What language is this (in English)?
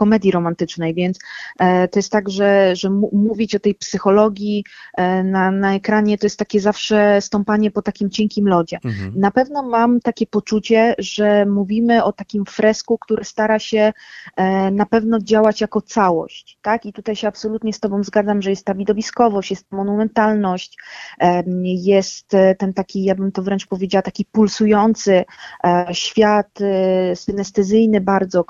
Polish